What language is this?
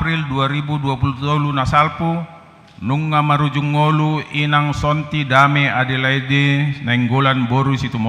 Batak Toba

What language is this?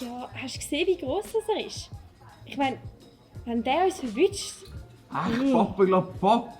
Swiss German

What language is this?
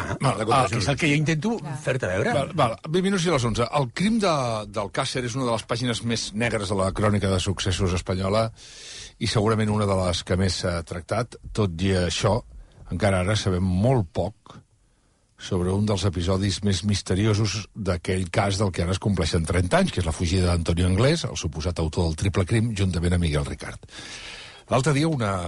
Catalan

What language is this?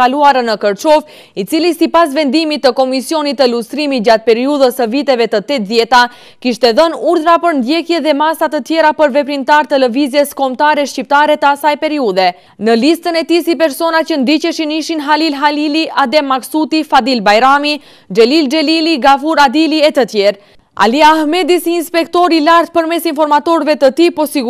Albanian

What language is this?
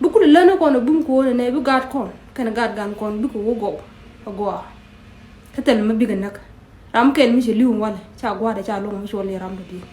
Nuer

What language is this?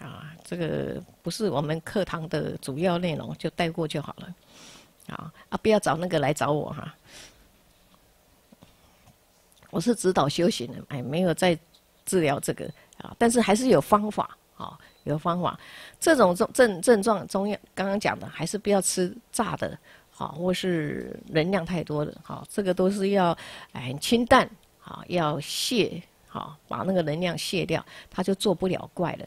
Chinese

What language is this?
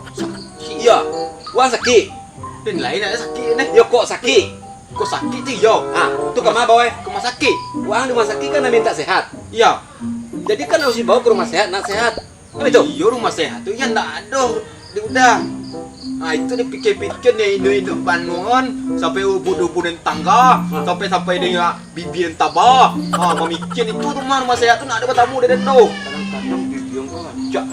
Minangkabau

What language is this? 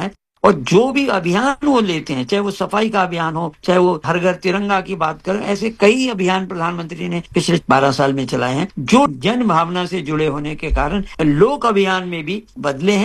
Hindi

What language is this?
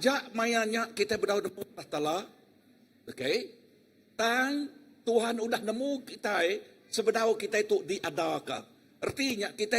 Iban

